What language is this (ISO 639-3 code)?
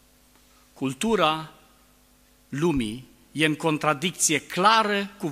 ron